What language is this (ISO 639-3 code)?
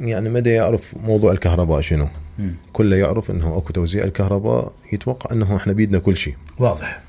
acm